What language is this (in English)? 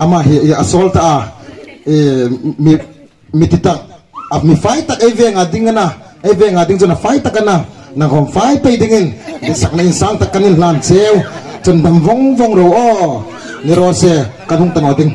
Hmar